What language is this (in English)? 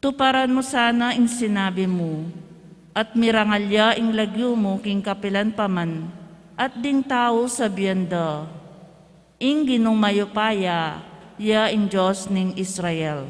Pampanga